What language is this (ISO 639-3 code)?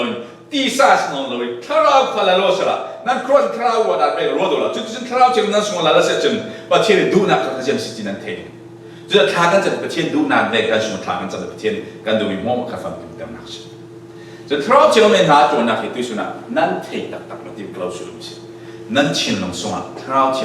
cfm